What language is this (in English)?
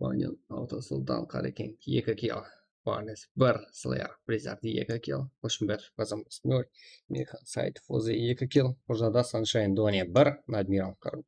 Kara-Kalpak